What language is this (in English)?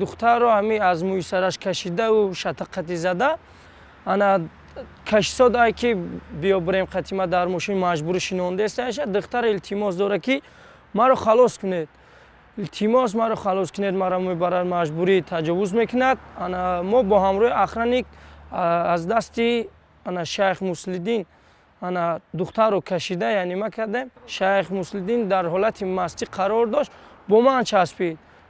Tajik